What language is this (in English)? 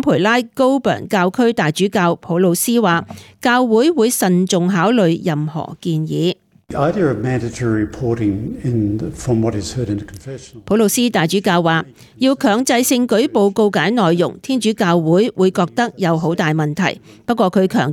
Cantonese